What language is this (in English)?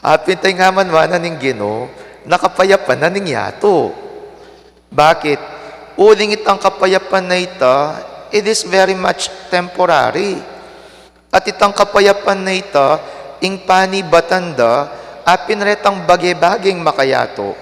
Pampanga